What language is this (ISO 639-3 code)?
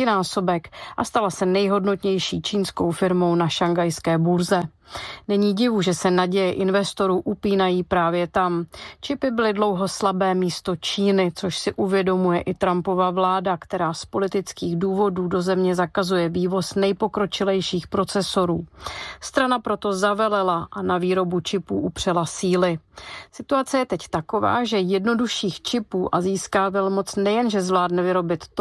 ces